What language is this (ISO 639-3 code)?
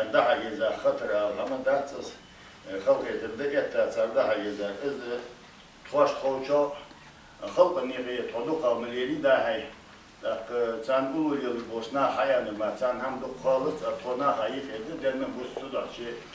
inh